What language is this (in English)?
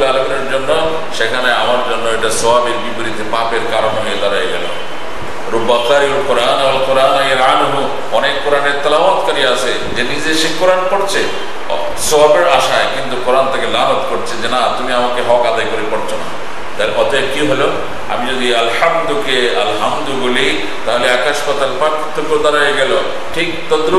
Bangla